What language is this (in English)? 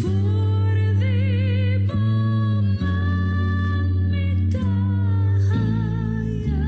Papiamento